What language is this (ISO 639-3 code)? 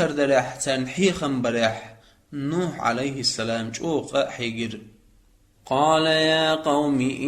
che